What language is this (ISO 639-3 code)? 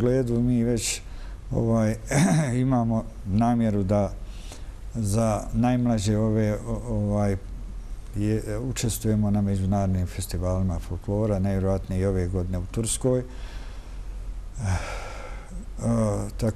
bos